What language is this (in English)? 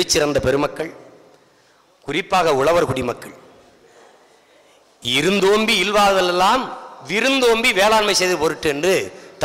Tamil